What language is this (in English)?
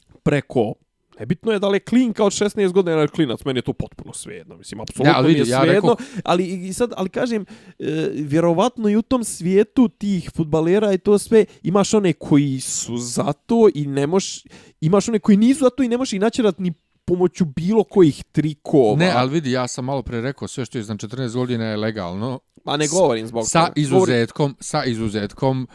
Bosnian